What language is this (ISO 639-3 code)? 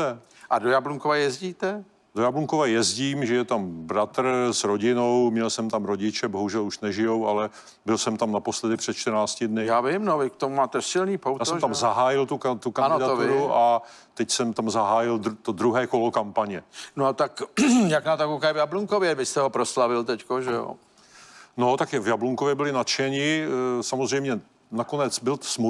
ces